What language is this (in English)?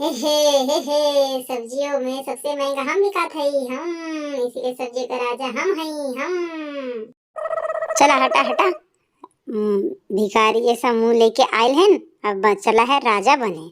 Bhojpuri